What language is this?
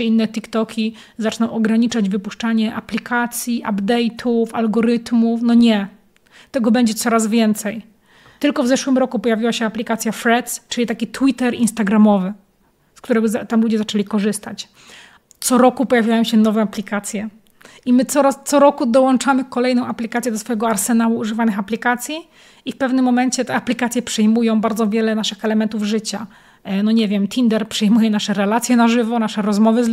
Polish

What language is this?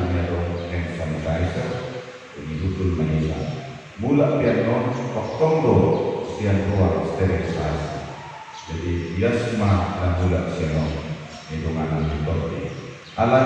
Batak Toba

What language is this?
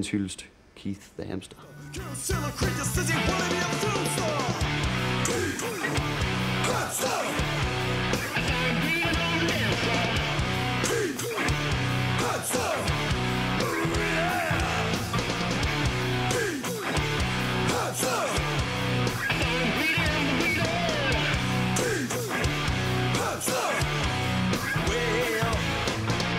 Danish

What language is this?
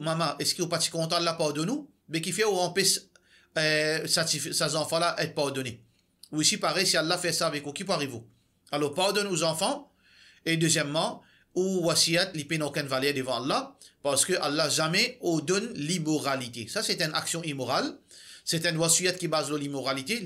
Morisyen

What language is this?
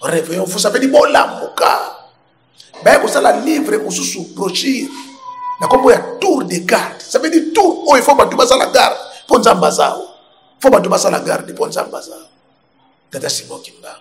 Lingala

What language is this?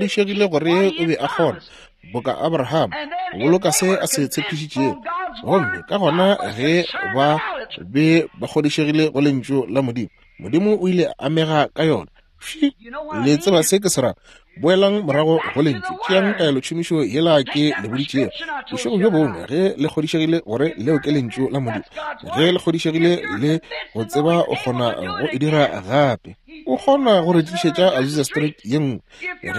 Northern Sotho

